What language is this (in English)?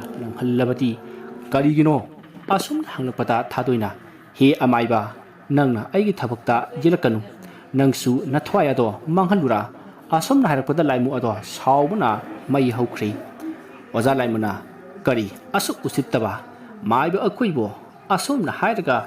Manipuri